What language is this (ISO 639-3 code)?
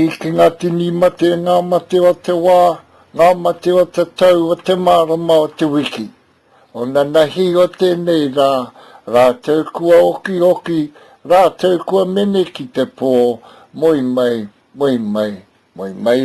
mri